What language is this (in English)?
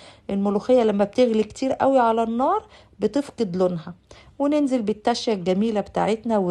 Egyptian Arabic